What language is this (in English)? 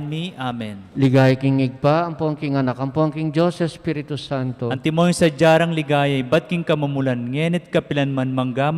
Pampanga